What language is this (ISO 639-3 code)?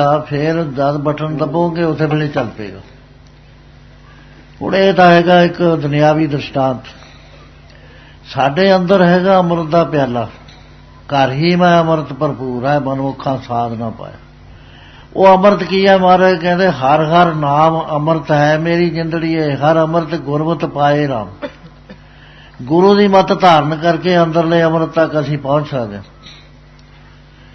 pan